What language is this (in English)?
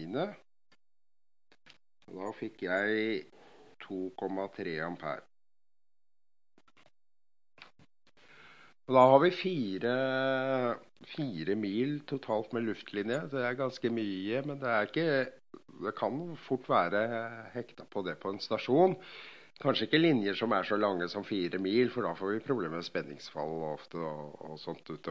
Norwegian